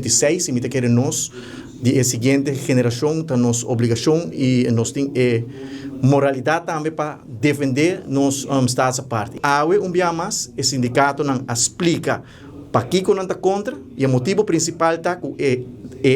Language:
Papiamento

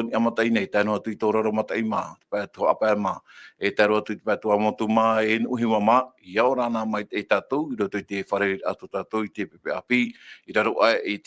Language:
Tahitian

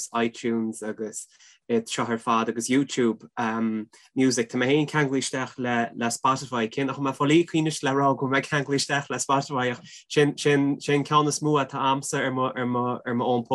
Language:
Irish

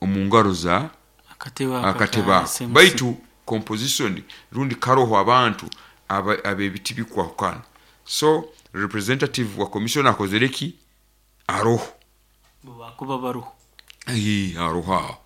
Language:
Nyoro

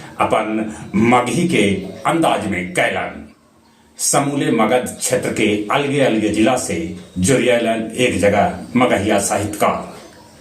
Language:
Magahi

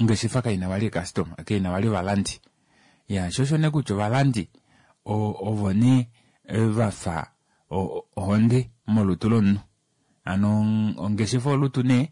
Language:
Kuanyama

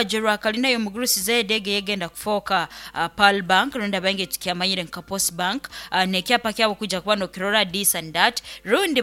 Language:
Nyoro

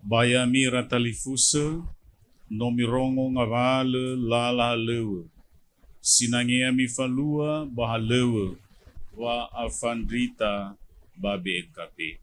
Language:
Nias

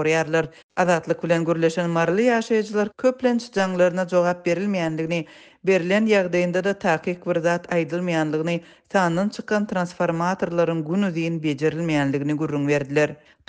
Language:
Turkmen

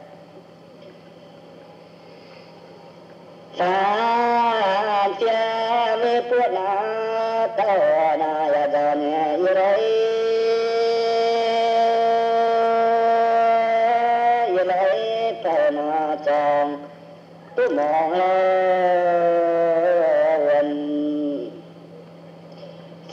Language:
Vietnamese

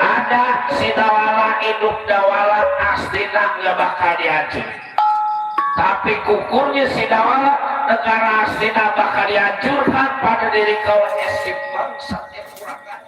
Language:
Betawi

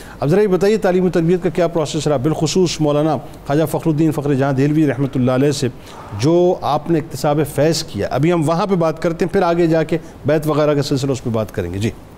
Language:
Urdu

